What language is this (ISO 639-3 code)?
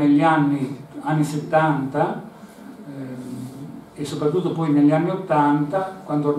ita